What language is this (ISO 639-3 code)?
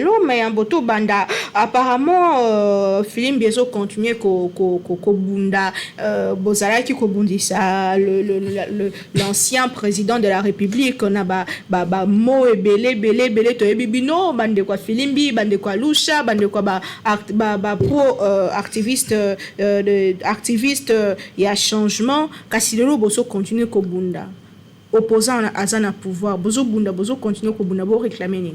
lin